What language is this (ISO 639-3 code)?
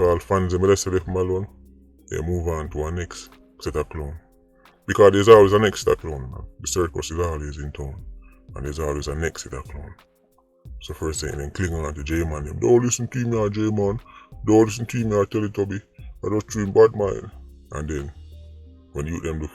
jam